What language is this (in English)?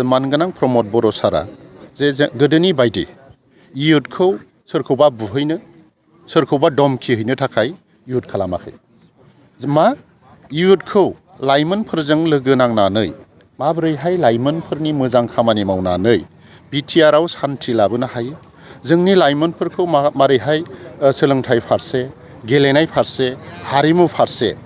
Bodo